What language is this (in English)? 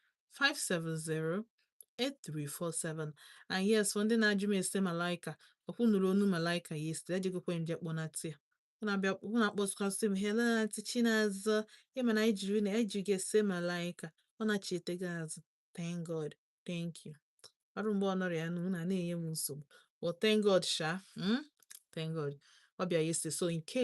Igbo